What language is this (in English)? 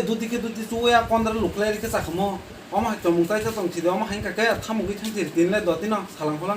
Kok Borok